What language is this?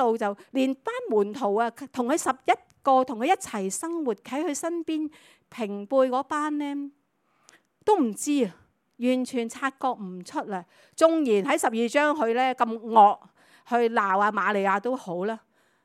Cantonese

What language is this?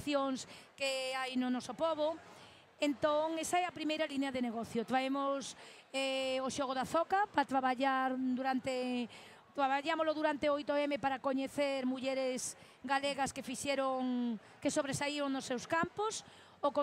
Galician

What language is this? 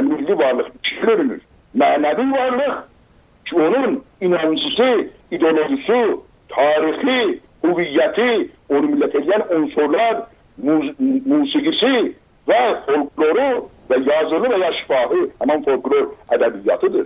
South Azerbaijani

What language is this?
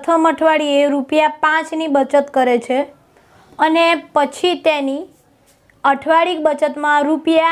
Gujarati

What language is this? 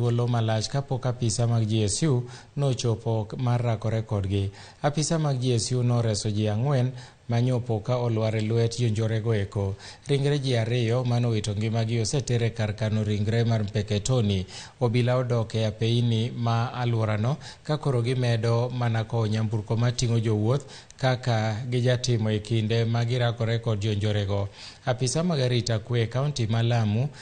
Luo (Kenya and Tanzania)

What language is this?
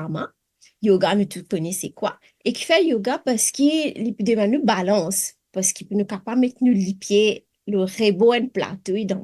Morisyen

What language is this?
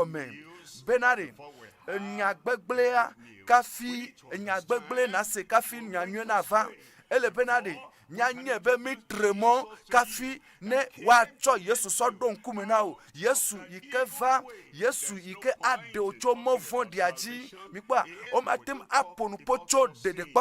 Ewe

